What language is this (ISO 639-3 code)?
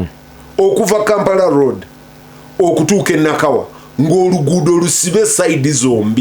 lug